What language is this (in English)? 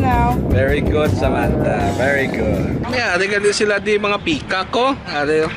Hiligaynon